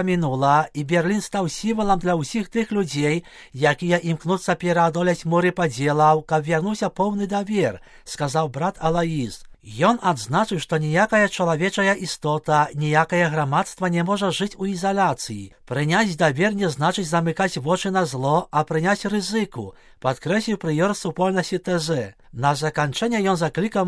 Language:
Belarusian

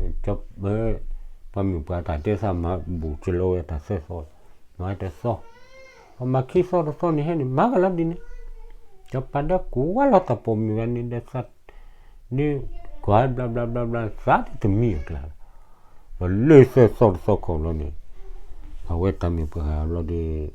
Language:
S'gaw Karen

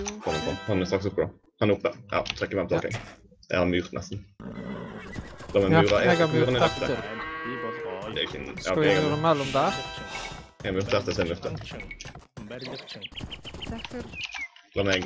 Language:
Norwegian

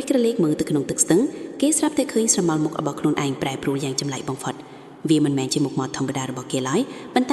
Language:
Khmer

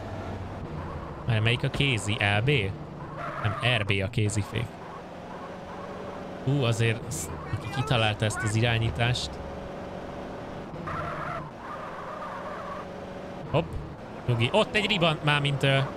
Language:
Hungarian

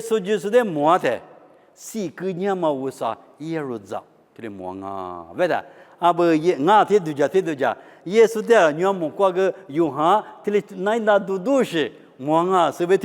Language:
Lisu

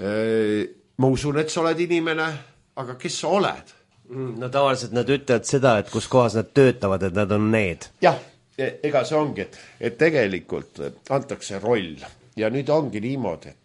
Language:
Estonian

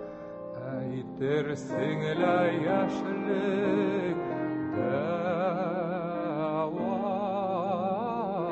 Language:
Tatar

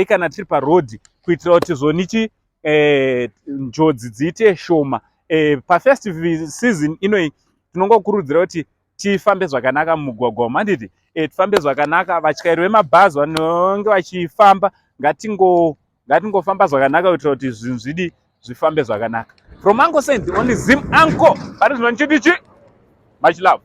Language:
Shona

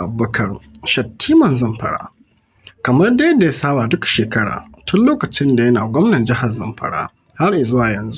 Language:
Hausa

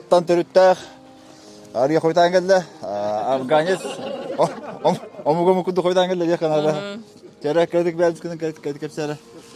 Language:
Yakut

